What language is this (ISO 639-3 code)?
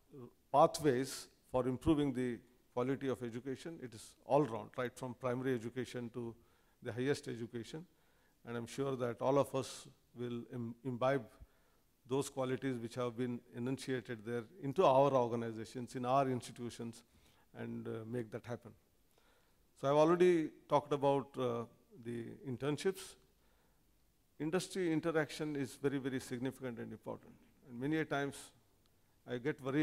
eng